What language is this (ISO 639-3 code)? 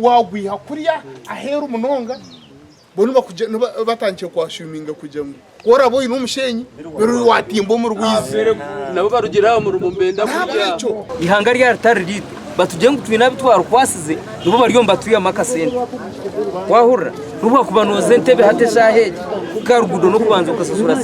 nyn